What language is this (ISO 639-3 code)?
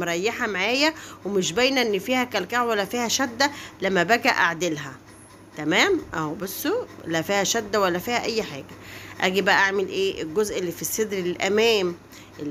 arz